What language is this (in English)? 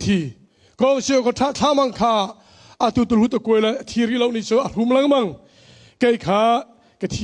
Hakha Chin